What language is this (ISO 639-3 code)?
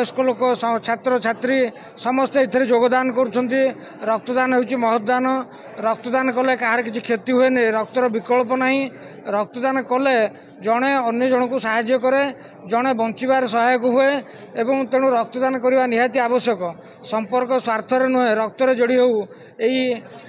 ori